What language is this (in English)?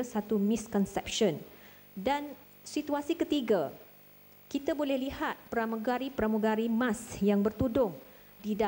Malay